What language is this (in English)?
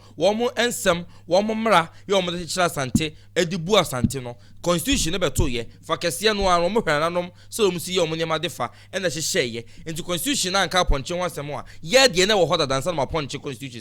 Akan